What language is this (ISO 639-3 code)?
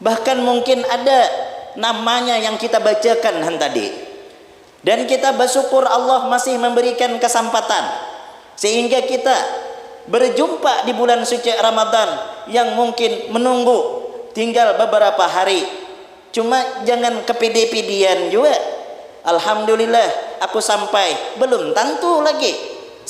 bjn